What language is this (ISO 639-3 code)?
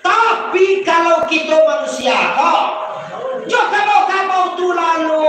min